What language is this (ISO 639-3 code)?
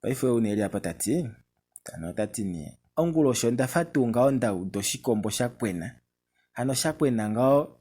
kua